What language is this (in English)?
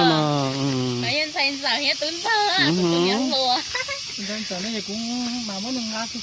Hmong